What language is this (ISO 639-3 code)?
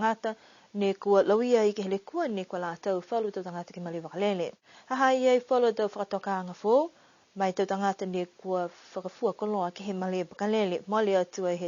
niu